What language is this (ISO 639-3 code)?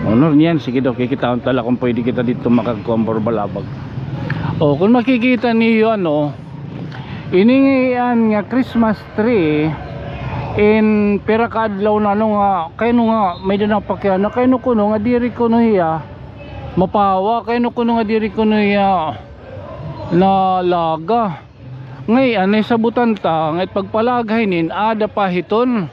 war